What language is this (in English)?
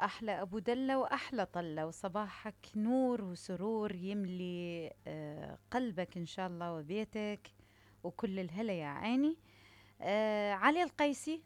Mesopotamian Arabic